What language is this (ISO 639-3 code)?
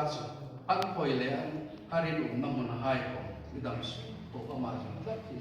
hmr